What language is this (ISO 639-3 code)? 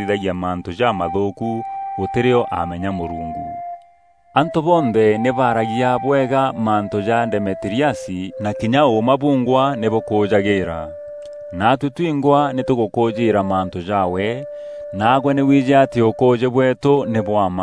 mer